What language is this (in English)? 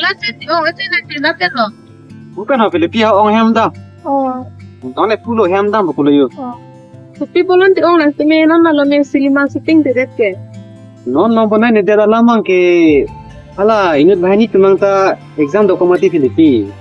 Karbi